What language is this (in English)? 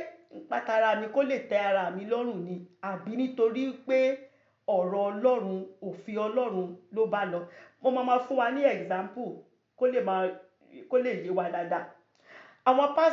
Yoruba